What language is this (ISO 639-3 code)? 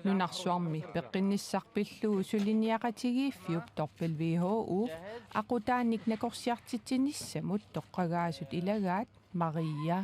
kal